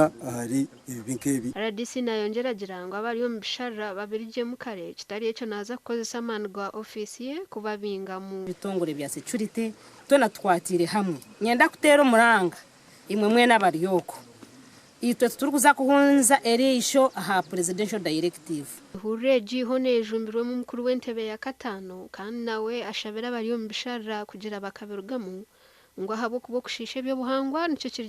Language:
Nyankole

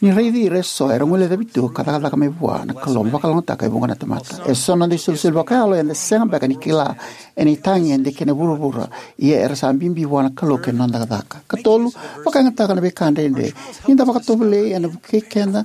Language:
Fijian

